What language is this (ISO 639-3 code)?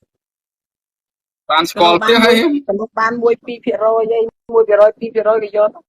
khm